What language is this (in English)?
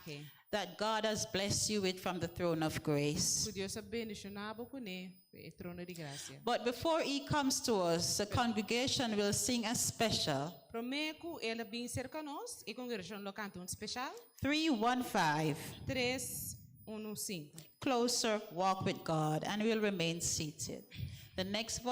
Papiamento